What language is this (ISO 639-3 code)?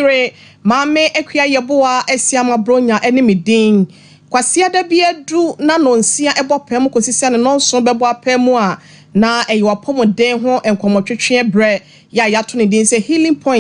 aka